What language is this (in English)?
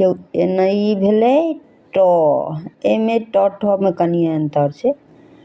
Maithili